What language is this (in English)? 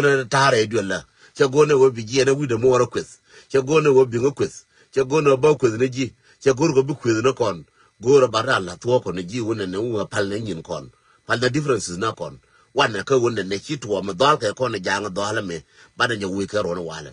Nuer